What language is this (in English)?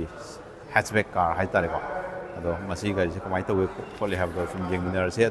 Manipuri